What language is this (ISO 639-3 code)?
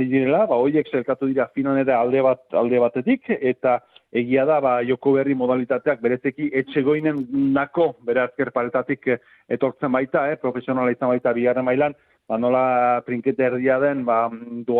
eus